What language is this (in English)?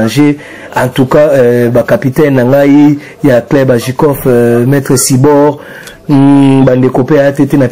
Lingala